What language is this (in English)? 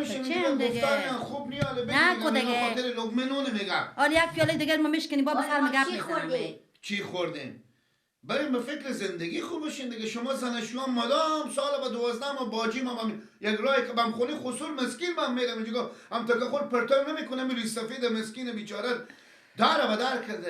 Persian